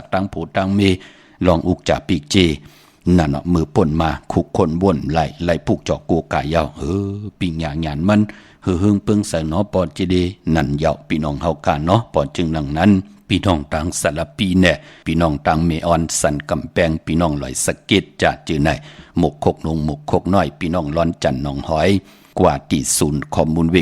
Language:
Shan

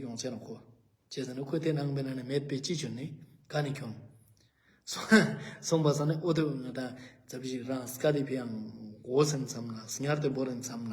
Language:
Ladakhi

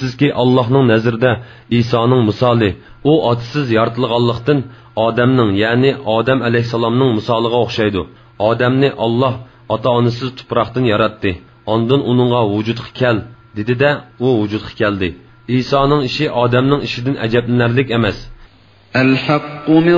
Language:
Uyghur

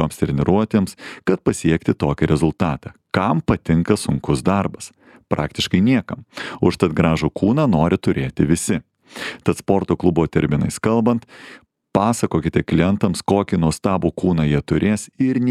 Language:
Lithuanian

